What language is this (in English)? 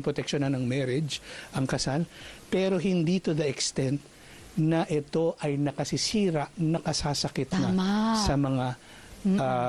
Filipino